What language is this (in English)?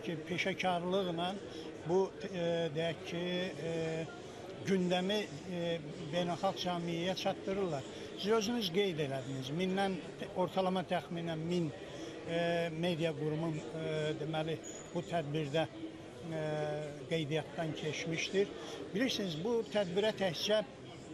Azerbaijani